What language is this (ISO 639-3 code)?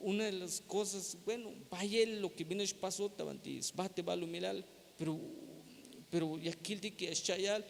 tzh